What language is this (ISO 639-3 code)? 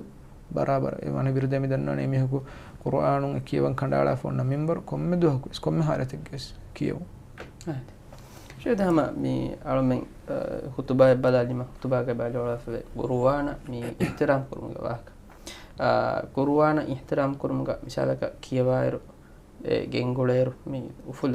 div